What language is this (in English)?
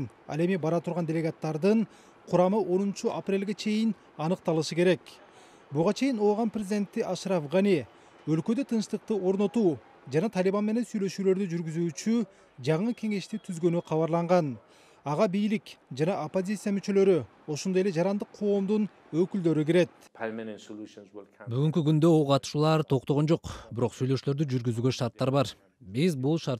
Kyrgyz